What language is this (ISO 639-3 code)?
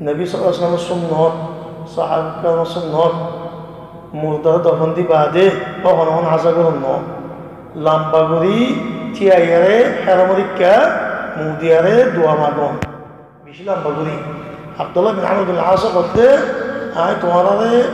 rhg